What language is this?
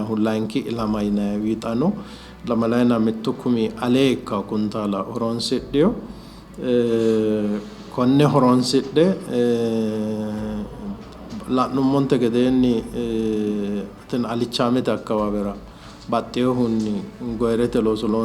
Sidamo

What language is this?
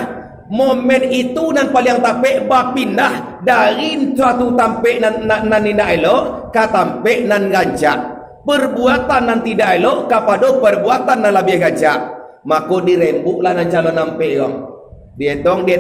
Minangkabau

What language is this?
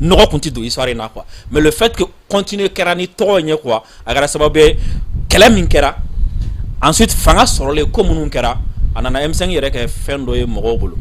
Bambara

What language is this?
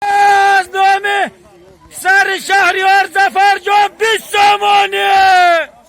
Tajik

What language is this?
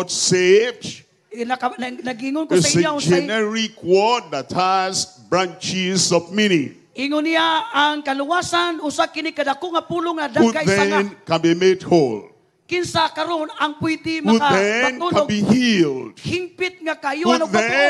Cebuano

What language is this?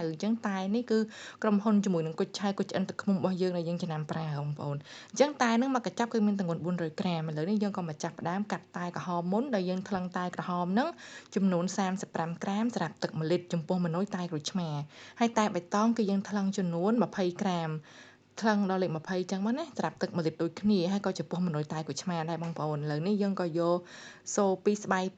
Khmer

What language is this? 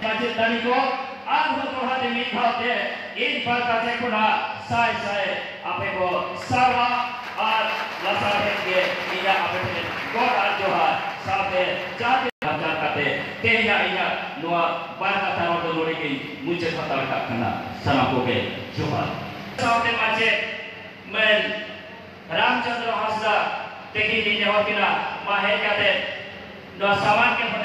Santali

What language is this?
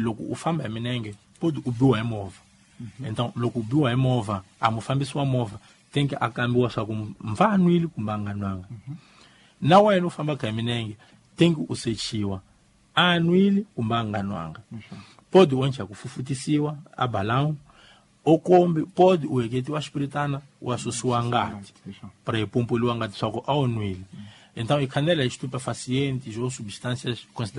Tsonga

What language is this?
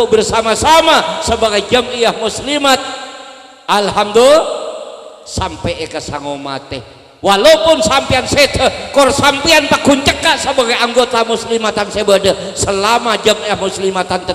Madurese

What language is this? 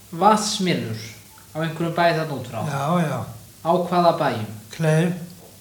Icelandic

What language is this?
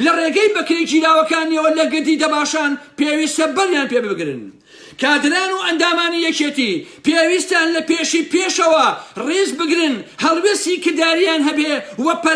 Central Kurdish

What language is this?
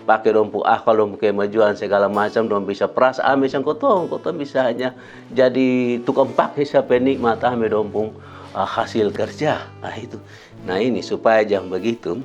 Kupang Malay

